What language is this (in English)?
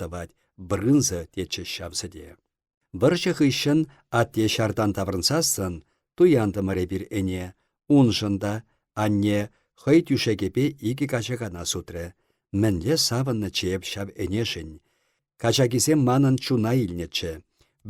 Chuvash